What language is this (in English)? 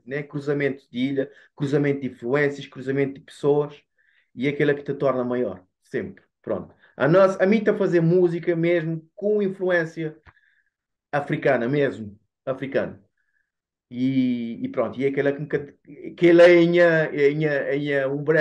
Kabuverdianu